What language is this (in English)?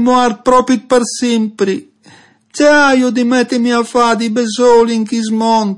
Friulian